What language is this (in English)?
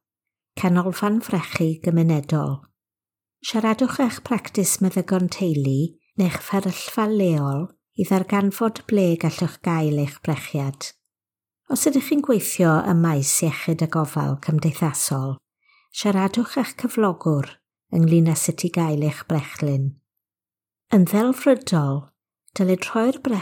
Welsh